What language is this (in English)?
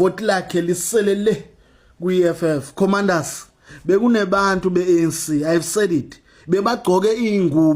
Zulu